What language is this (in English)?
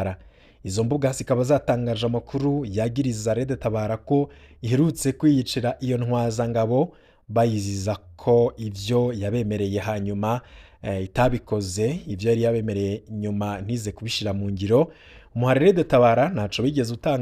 Rundi